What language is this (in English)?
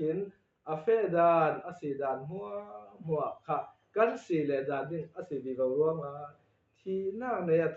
Falam Chin